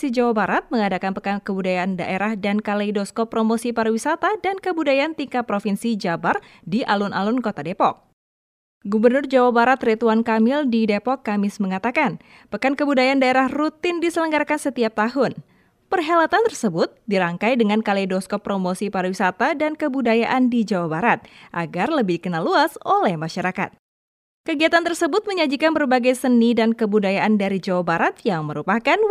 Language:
Indonesian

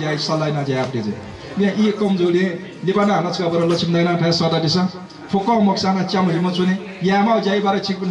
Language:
Newari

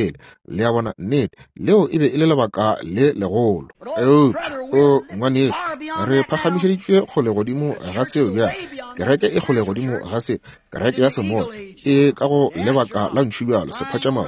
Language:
Northern Sotho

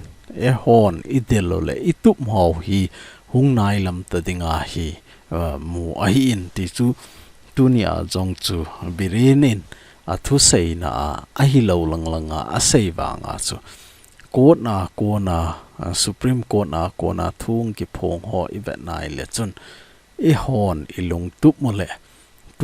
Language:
Thado Chin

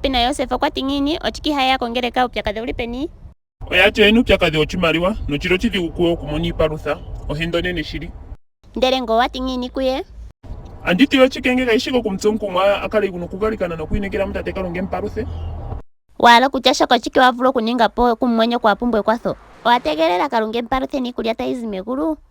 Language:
Ndonga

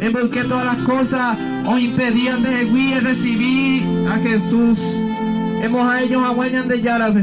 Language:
Guarani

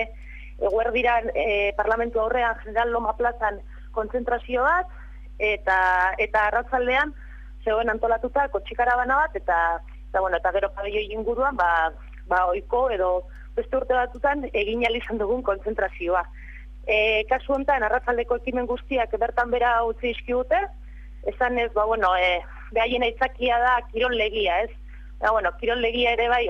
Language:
Basque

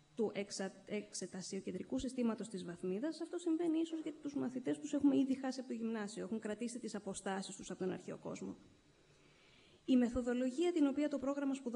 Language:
Greek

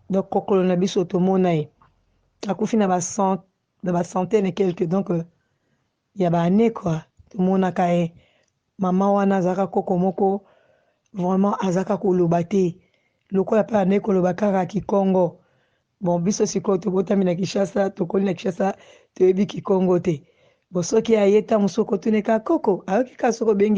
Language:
Lingala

